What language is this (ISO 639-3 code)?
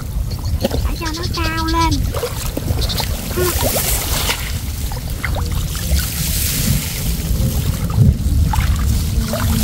vie